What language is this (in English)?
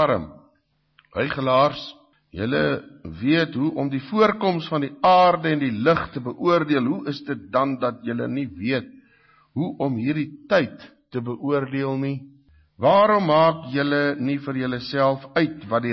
Afrikaans